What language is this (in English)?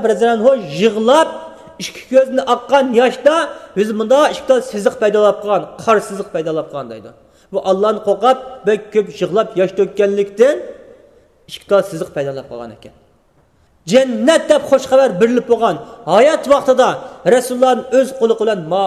Uyghur